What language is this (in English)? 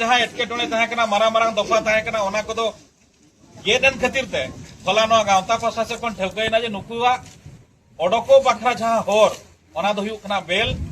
Santali